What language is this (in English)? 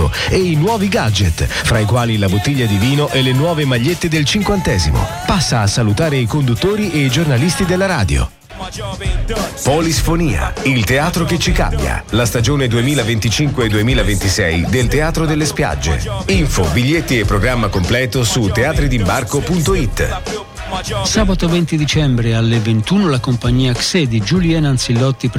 Italian